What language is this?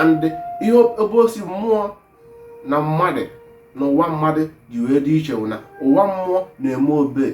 Igbo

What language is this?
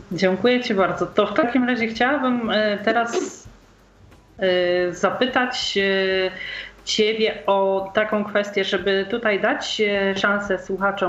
Polish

